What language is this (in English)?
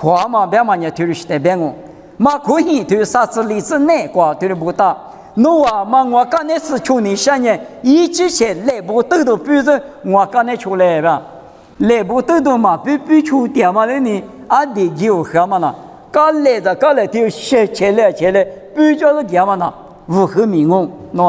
Lisu